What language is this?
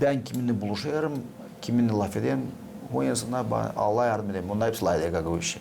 Gagauz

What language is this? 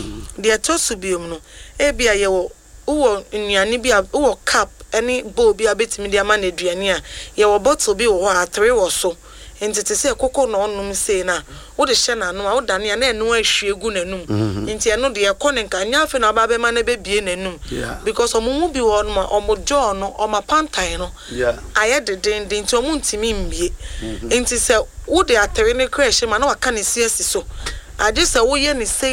Akan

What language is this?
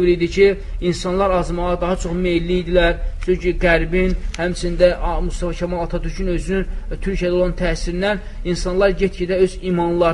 Azerbaijani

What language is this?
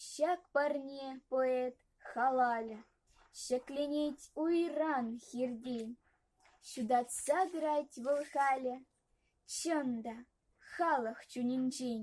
Chuvash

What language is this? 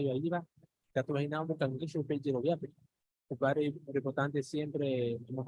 Guarani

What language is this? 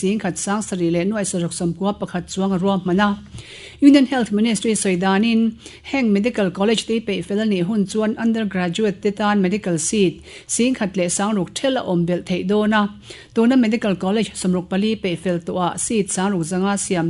Mizo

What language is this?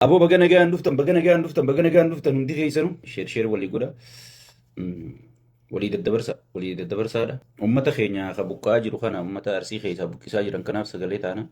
Oromo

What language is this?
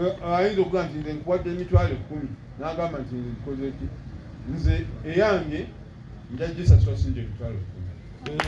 Ganda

